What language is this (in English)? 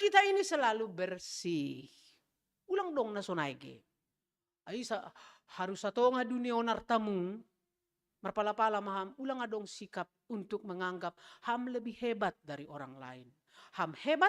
Batak Simalungun